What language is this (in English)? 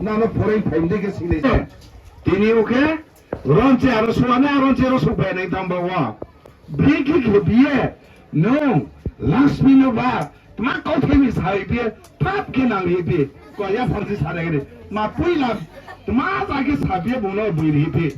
Riang (India)